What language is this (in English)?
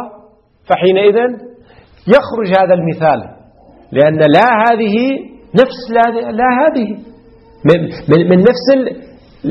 Arabic